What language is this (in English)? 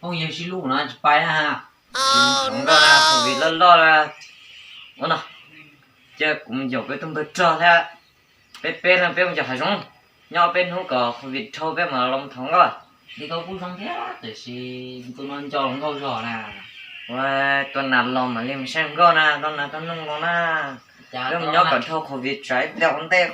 Hmong